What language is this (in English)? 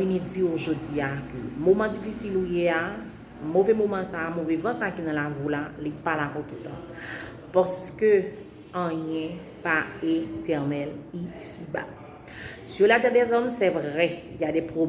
Haitian Creole